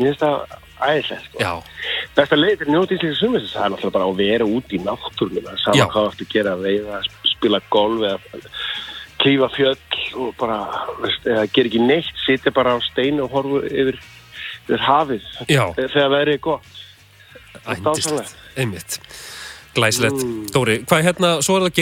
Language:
Icelandic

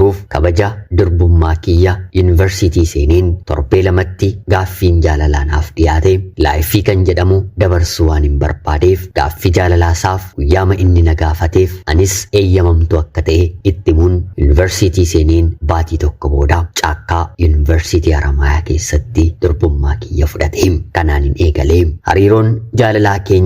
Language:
Oromo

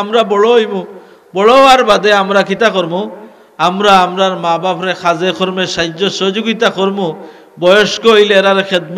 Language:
Sylheti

